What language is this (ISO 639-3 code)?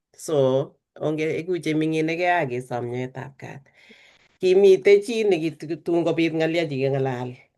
kln